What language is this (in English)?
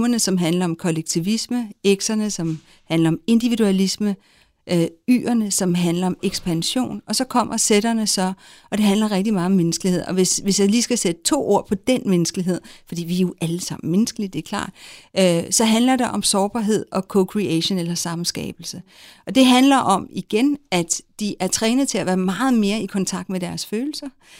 Danish